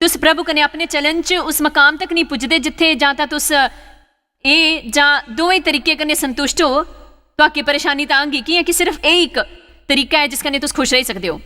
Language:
Dogri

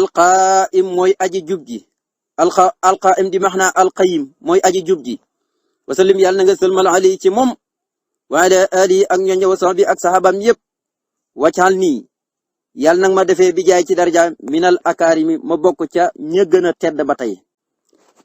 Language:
Wolof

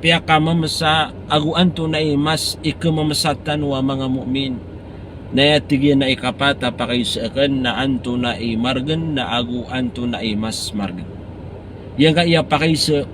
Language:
Maranao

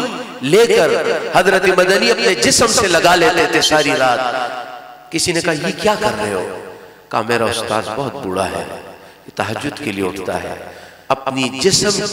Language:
Urdu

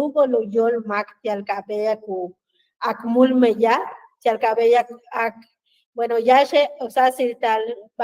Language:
Yucateco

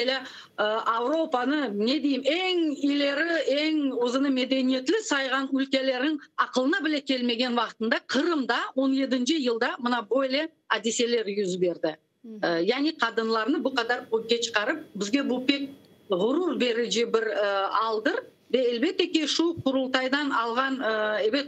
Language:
Crimean Tatar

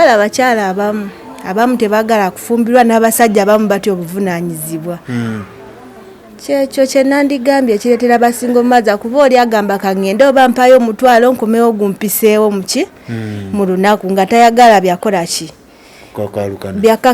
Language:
Ganda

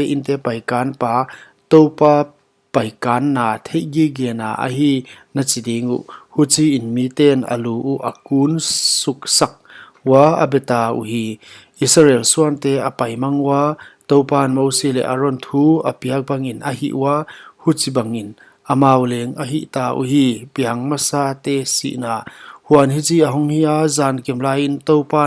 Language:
Paite Chin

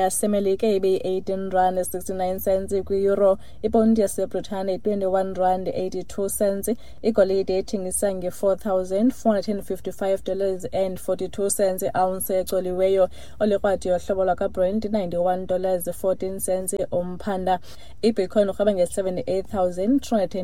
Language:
Xhosa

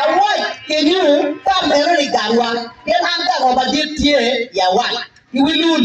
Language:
Acoli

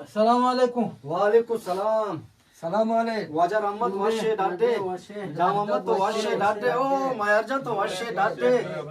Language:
Eastern Balochi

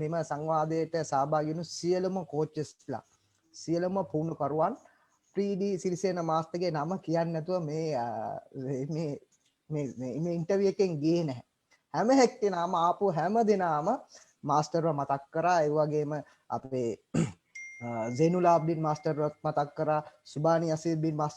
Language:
Sinhala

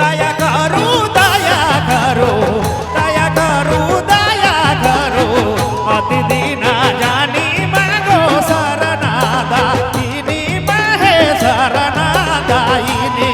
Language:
Sadri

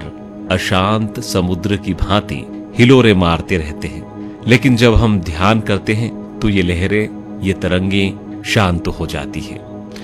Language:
Hindi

